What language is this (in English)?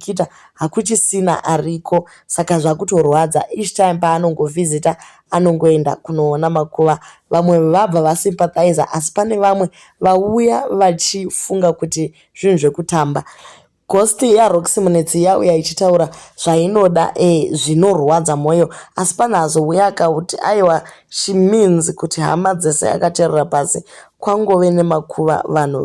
Shona